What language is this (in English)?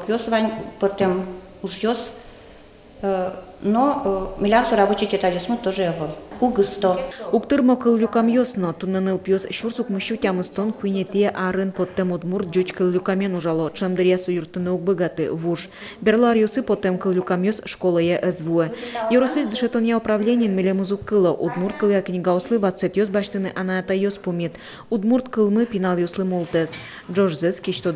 Udmurt